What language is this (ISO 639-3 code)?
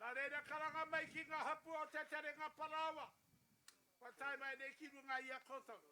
mri